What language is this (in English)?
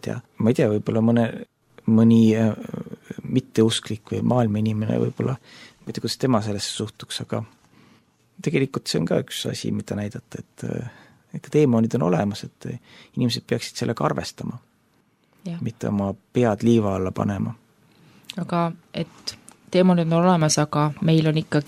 Estonian